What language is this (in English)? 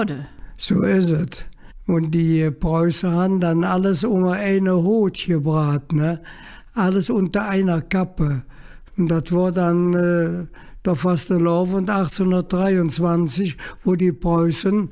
Colognian